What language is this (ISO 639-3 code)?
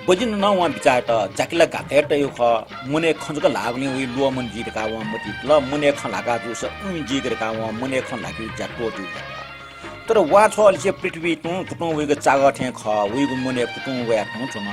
new